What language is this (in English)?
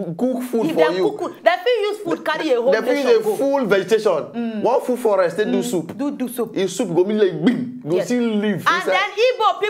Nigerian Pidgin